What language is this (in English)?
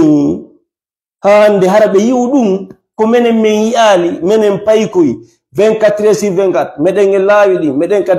Fula